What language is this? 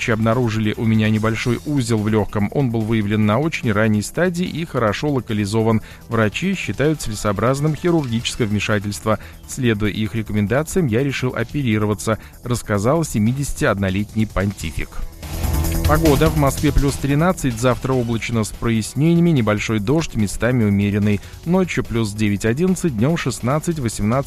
Russian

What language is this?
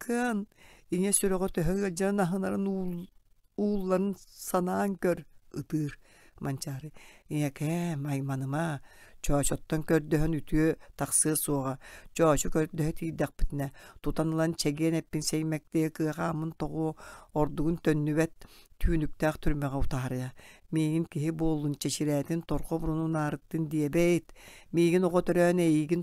Yakut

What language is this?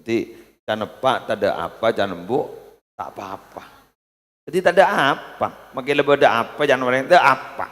Madurese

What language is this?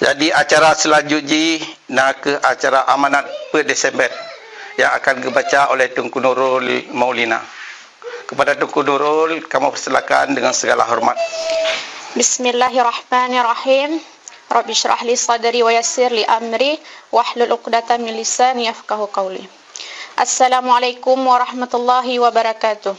Achinese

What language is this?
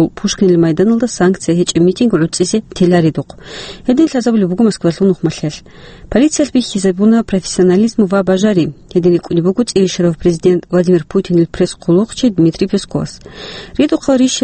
Avaric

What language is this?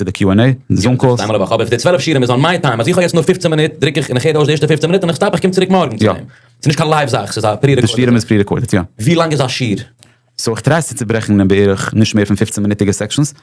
Yiddish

